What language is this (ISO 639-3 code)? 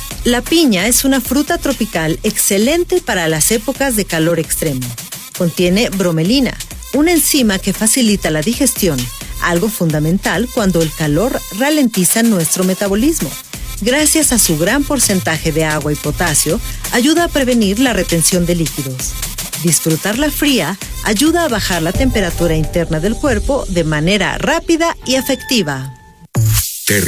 spa